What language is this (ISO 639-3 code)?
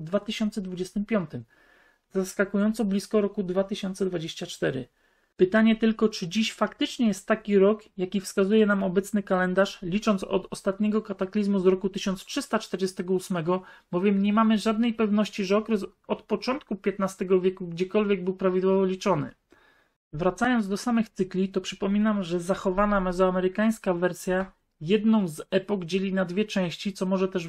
pol